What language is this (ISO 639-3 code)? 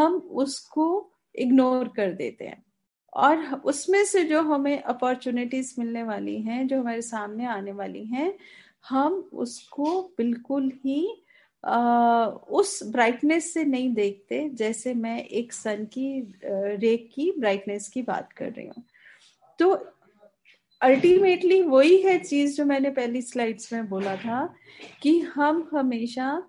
hin